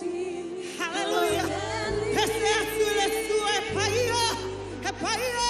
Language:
Samoan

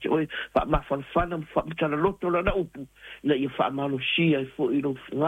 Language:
Samoan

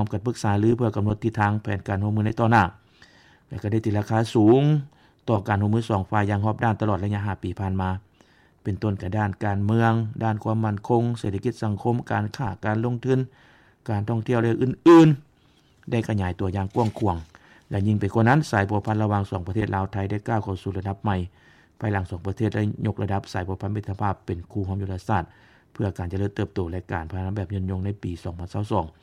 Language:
Lao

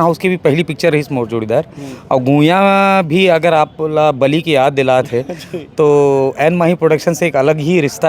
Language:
Chhattisgarhi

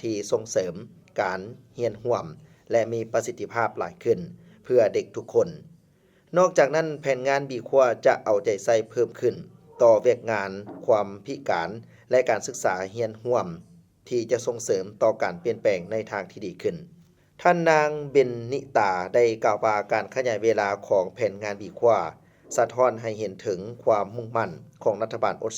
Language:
Lao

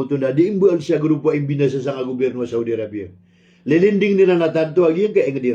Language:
Maranao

